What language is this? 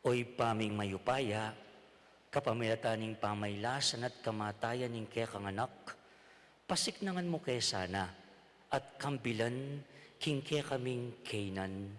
Pampanga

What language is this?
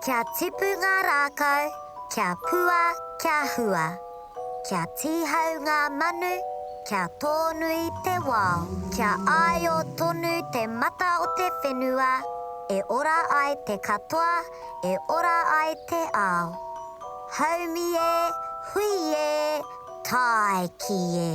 Māori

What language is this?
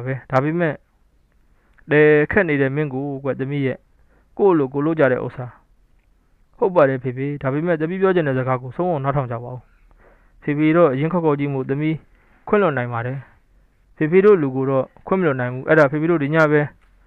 Burmese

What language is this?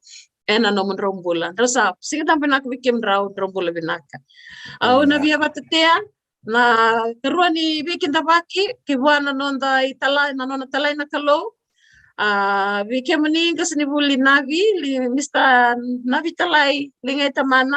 Fijian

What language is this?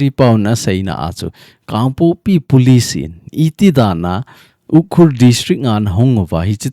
Thado Chin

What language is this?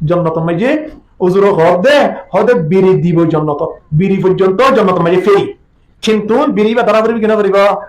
Rohingya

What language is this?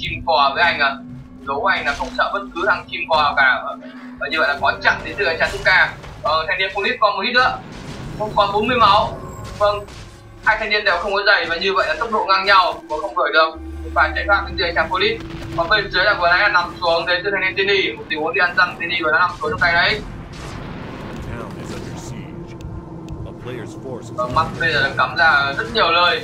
Vietnamese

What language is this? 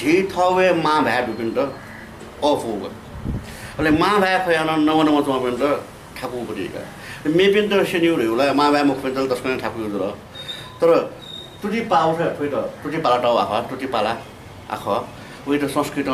Newari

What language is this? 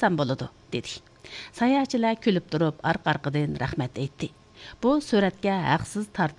Uyghur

